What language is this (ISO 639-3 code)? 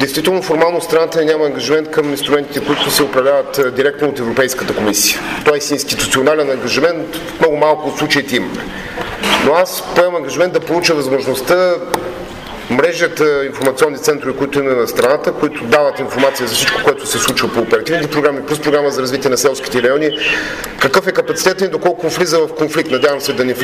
bul